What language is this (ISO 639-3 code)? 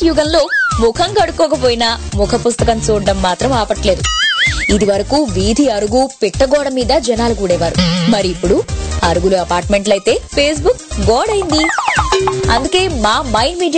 tel